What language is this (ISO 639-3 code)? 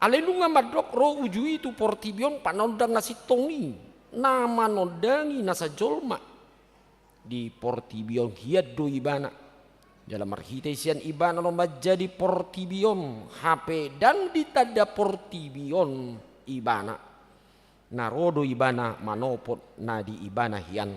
bbc